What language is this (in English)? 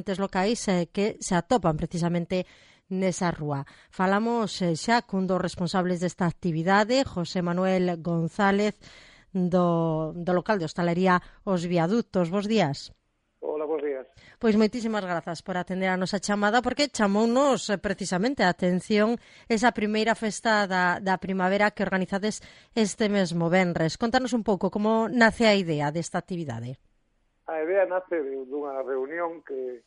Galician